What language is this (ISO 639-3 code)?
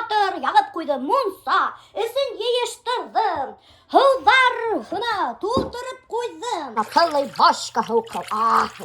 bak